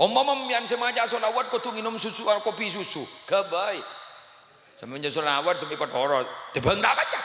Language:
Madurese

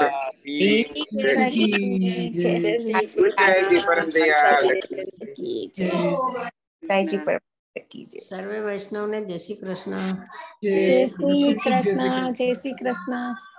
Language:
Gujarati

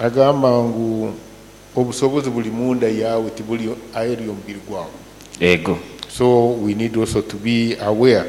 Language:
Nyoro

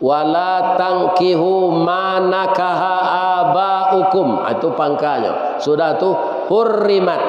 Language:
Minangkabau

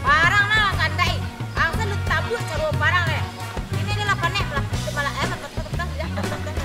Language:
Minangkabau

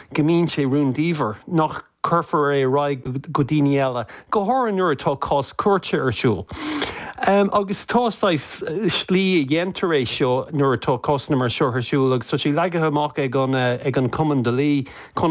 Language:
Irish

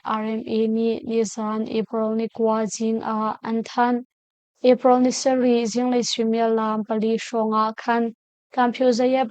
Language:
Hakha Chin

